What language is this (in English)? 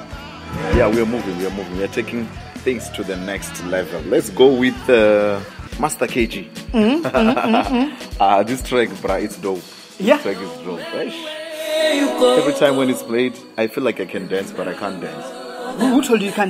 English